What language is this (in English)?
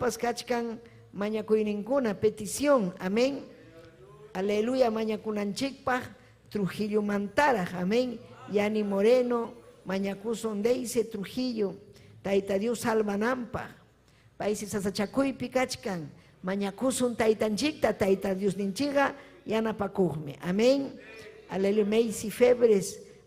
Ayacucho Quechua